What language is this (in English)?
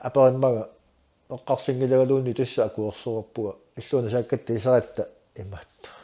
Kalaallisut